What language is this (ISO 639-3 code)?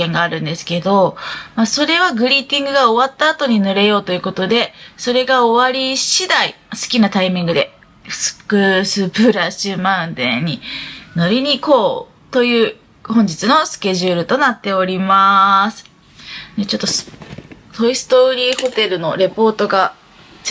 jpn